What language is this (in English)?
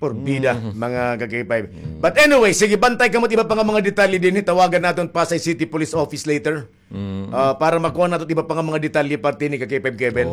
Waray